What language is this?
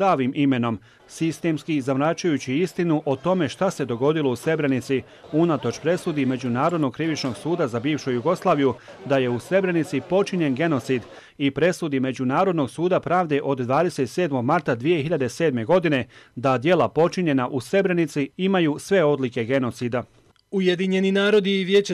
Croatian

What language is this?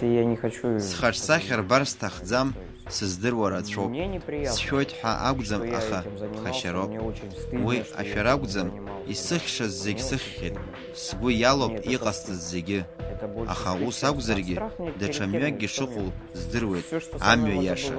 Abkhazian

